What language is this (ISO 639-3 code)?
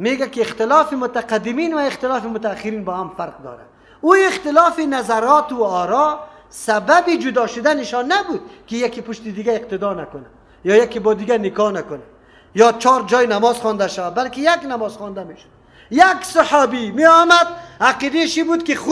fas